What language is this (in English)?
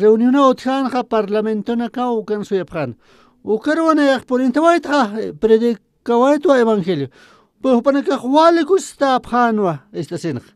Aymara